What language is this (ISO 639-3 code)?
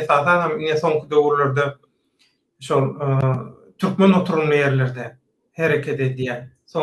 tuk